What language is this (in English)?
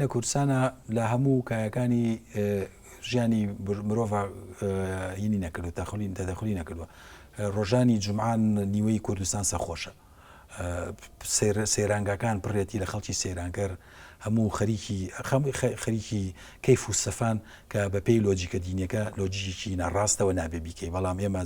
Central Kurdish